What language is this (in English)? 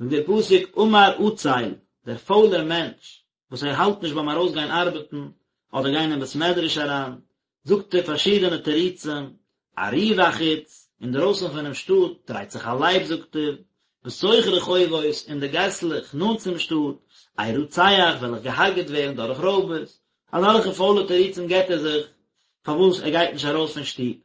Yiddish